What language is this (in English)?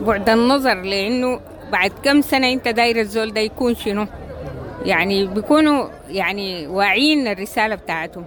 Sudanese Arabic